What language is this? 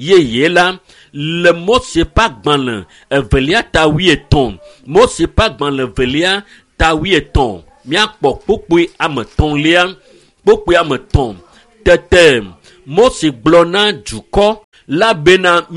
Ewe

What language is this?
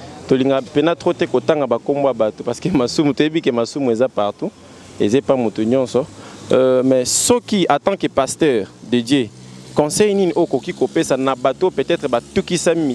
Lingala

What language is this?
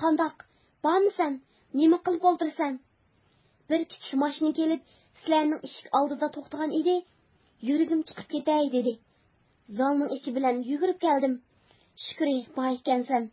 Uyghur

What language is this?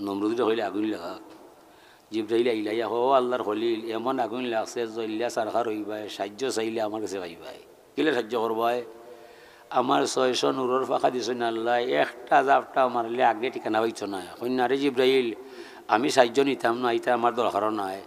Sylheti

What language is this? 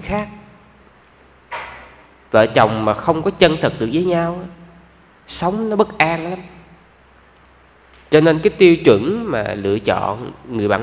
Vietnamese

